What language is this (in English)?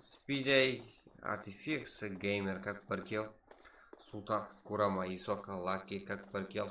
Kara-Kalpak